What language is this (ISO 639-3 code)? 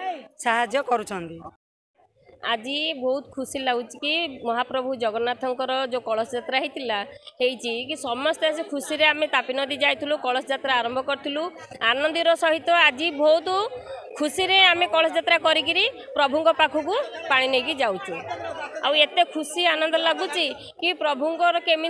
ori